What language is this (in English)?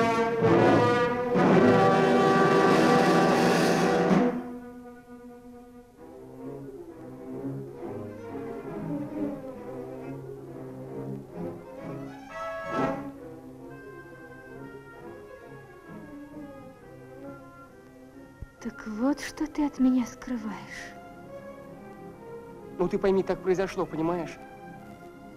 Russian